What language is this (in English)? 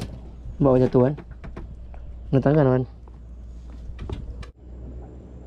Malay